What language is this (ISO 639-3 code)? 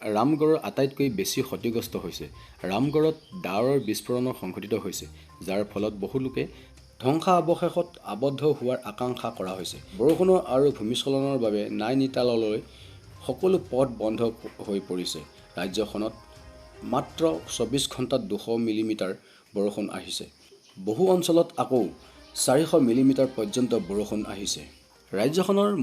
asm